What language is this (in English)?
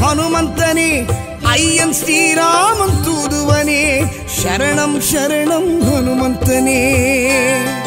Tamil